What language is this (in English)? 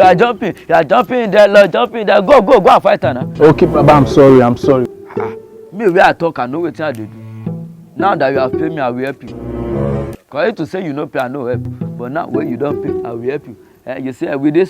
Nigerian Pidgin